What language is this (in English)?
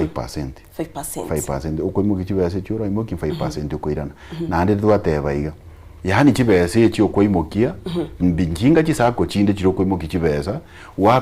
Gusii